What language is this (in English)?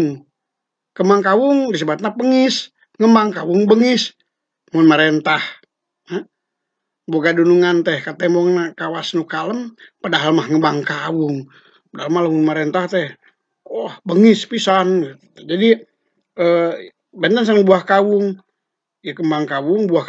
Sundanese